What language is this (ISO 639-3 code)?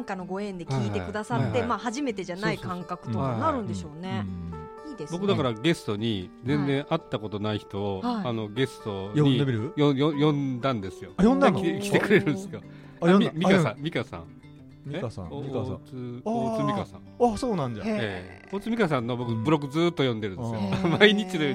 jpn